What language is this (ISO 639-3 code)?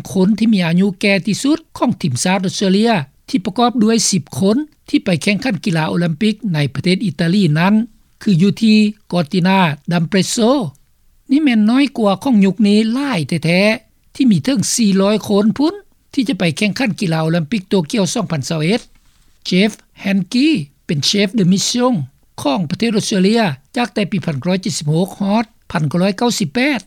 lao